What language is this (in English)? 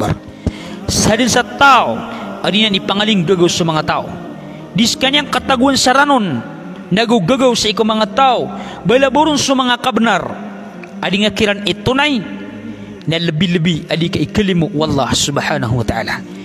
Maranao